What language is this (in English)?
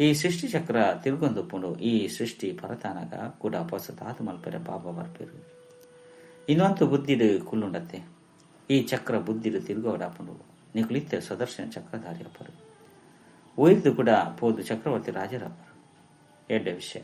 Tulu